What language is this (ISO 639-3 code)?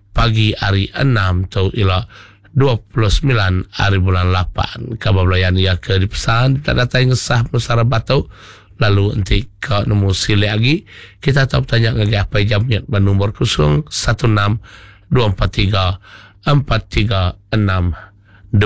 iba